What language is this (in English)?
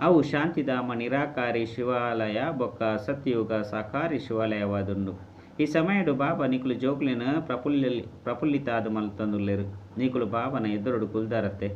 Tulu